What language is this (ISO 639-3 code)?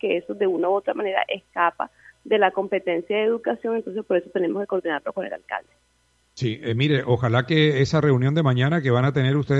spa